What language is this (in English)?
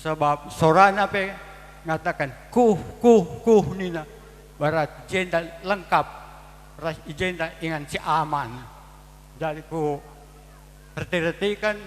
Batak Karo